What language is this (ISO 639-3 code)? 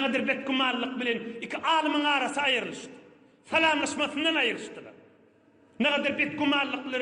tuk